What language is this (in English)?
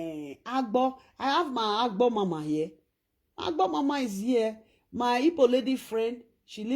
Nigerian Pidgin